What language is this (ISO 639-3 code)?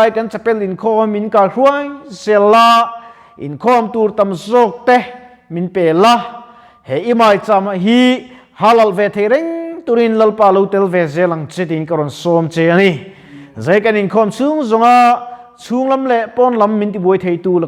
lus